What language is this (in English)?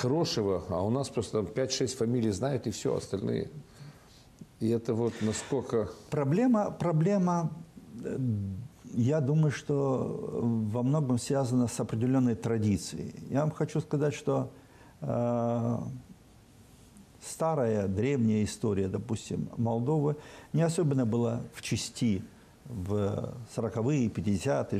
Russian